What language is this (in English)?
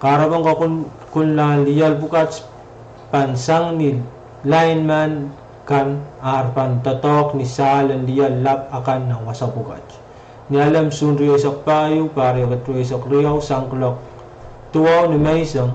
Pohnpeian